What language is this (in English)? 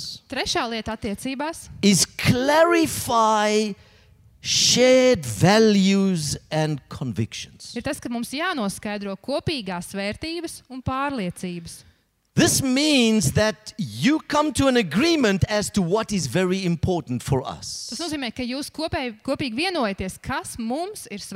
Latvian